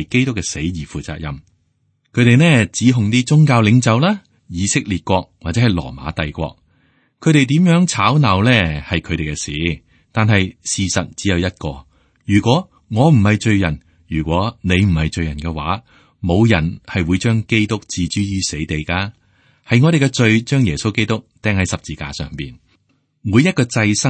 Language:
Cantonese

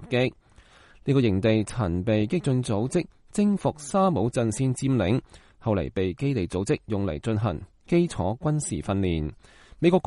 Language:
Cantonese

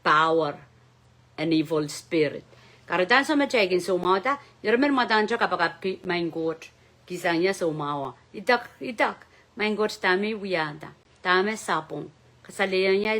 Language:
Pohnpeian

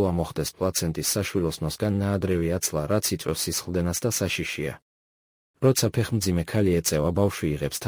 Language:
Georgian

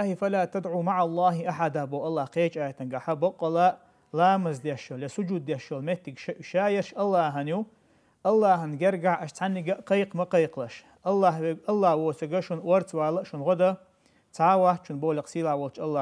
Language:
Chechen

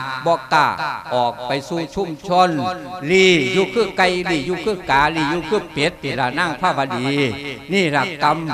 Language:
Lao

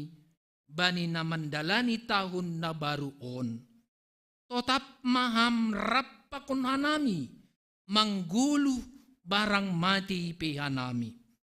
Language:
Batak Simalungun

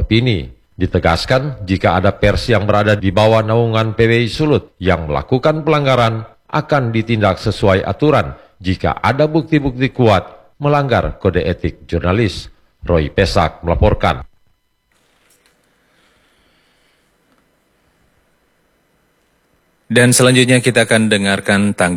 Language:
Indonesian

